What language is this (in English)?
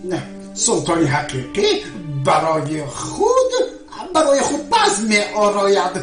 Tajik